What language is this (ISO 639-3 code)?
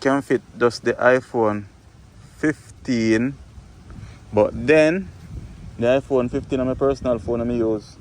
jam